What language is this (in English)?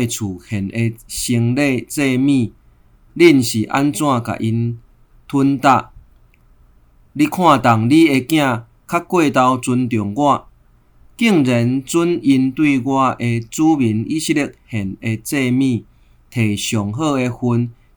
Min Nan Chinese